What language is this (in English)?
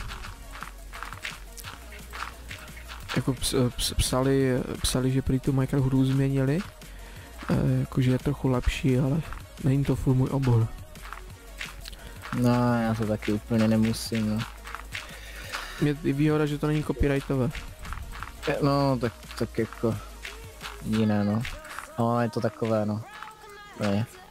Czech